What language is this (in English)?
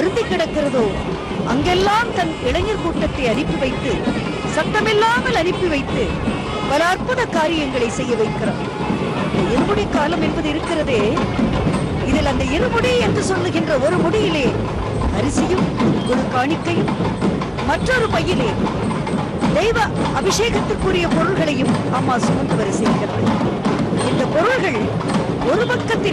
Tamil